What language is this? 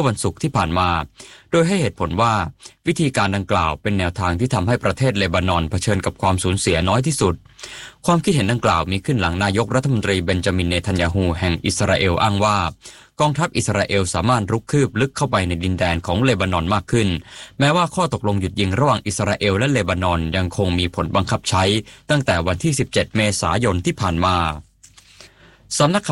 Thai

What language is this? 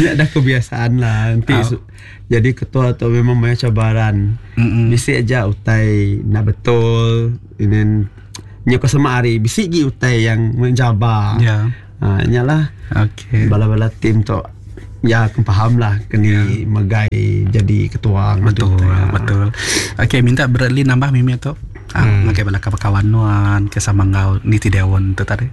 Iban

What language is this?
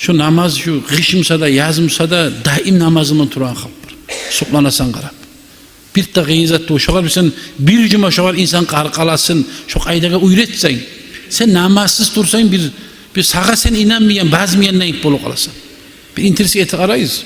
Kumyk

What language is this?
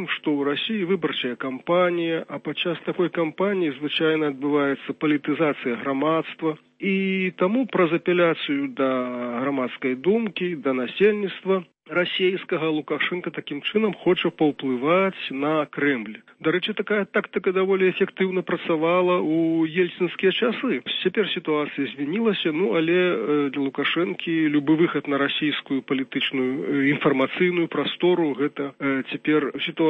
Belarusian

